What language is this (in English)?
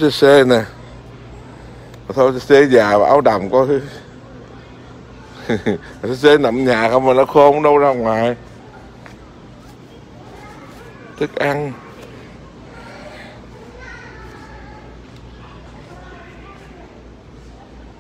Vietnamese